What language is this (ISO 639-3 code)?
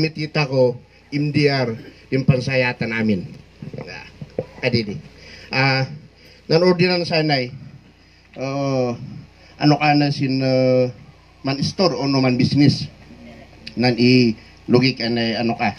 kne